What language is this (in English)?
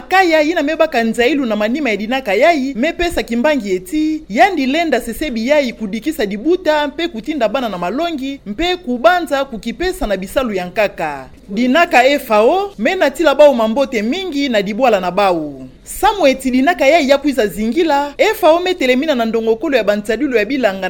Kituba (Democratic Republic of Congo)